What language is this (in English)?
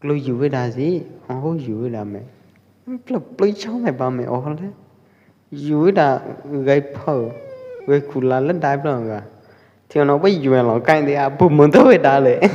Pwo Eastern Karen